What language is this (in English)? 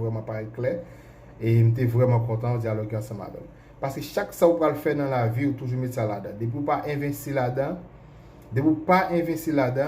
Haitian Creole